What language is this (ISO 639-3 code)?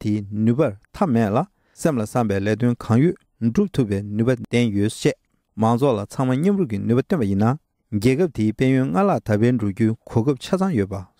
bod